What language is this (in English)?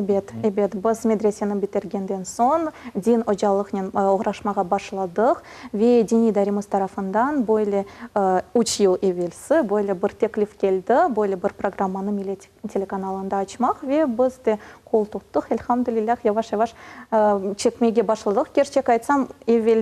Crimean Tatar